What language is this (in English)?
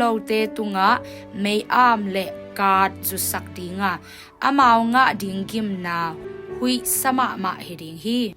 Tedim Chin